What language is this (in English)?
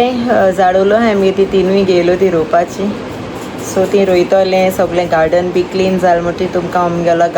Konkani